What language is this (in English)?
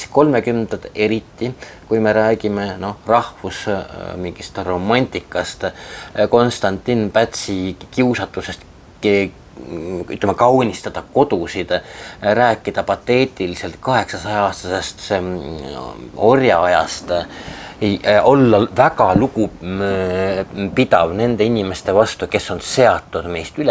Estonian